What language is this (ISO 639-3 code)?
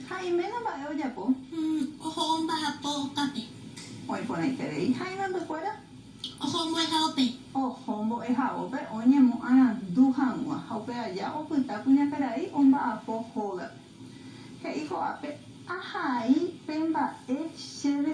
grn